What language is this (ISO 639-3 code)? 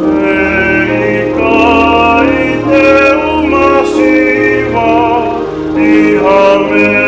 ton